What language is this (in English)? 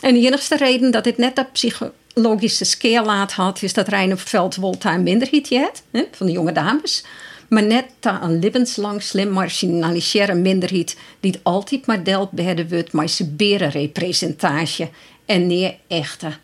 Western Frisian